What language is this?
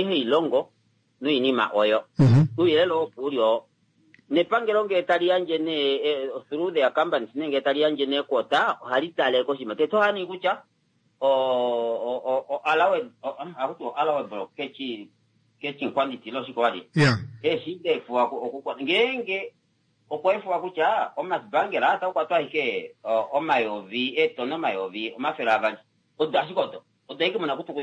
Kuanyama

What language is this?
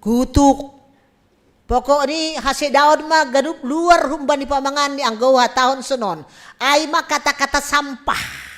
Batak Simalungun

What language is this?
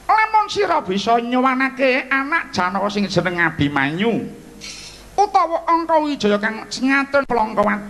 Javanese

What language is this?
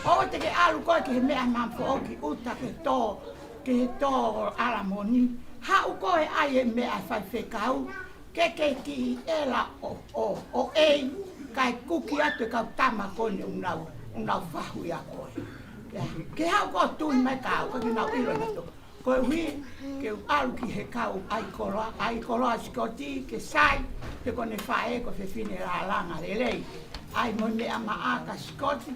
Tongan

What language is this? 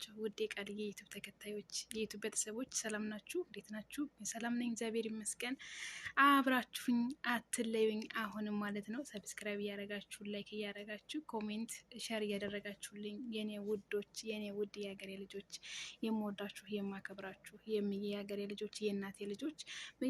Amharic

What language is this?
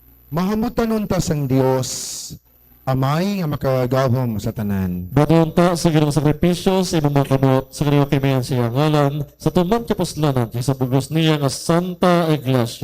Hiligaynon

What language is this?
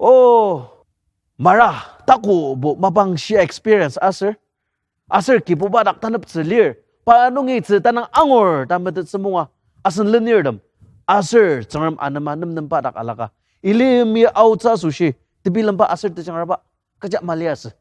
Ao Naga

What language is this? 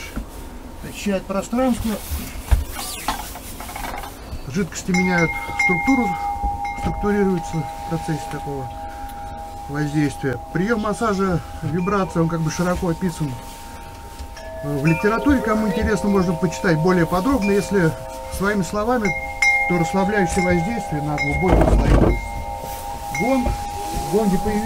Russian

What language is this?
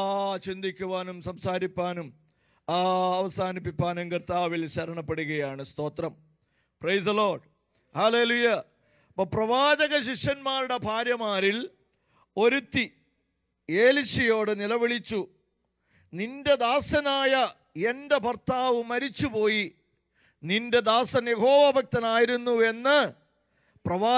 Malayalam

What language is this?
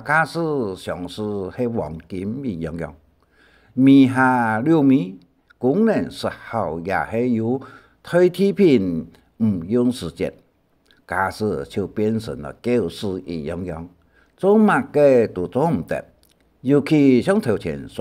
Hakka Chinese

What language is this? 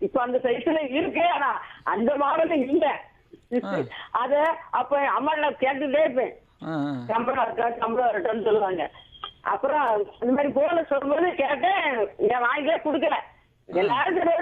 Tamil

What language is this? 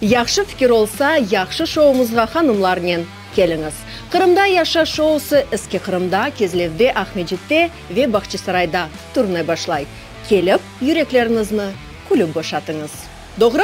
Crimean Tatar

